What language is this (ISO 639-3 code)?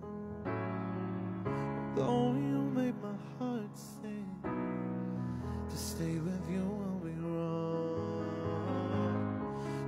eng